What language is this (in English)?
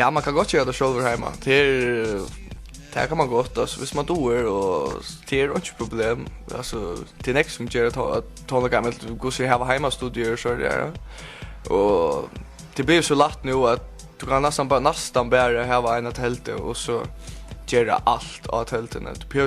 Faroese